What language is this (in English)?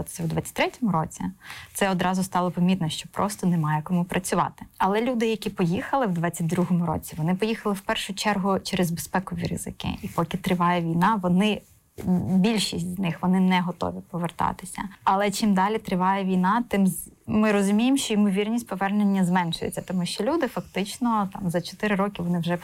Ukrainian